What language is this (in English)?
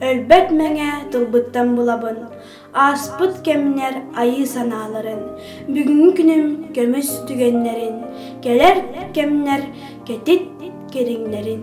Yakut